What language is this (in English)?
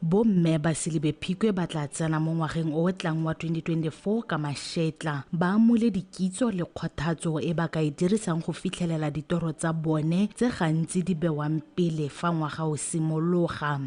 Tswana